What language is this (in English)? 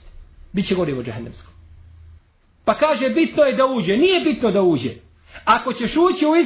Bosnian